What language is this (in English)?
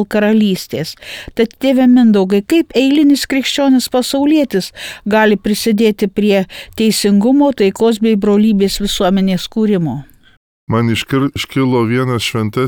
Lithuanian